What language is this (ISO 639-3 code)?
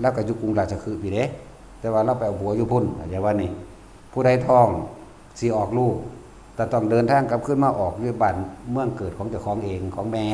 lao